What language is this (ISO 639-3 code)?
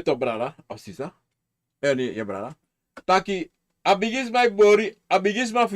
srn